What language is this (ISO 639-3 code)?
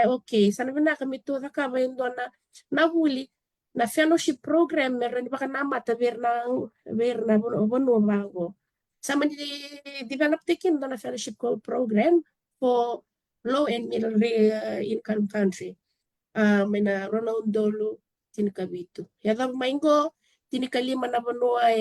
fij